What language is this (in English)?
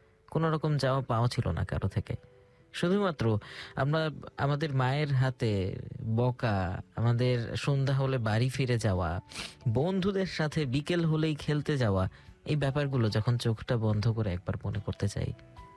Bangla